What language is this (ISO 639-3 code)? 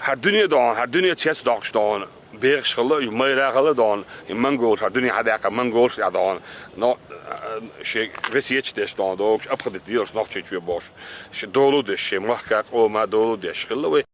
che